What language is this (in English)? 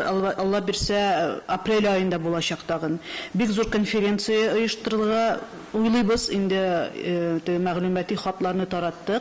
Tatar